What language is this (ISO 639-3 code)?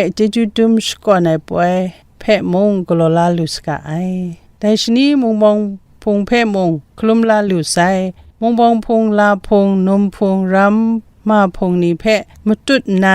kac